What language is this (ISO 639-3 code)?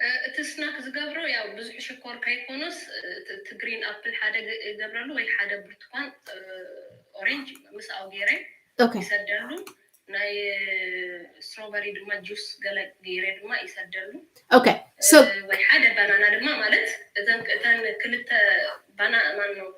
tir